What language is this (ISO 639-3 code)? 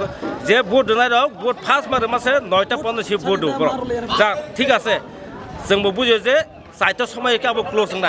trp